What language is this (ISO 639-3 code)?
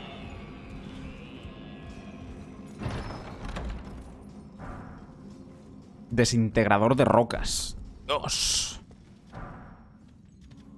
spa